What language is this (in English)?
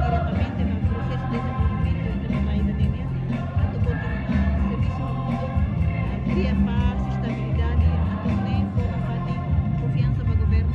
Tetum